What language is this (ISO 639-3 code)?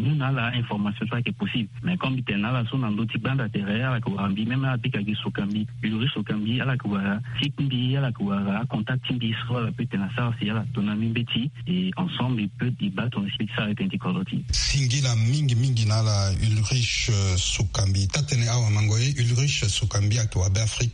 sag